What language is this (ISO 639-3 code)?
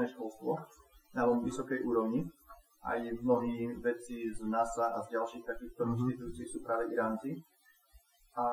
slk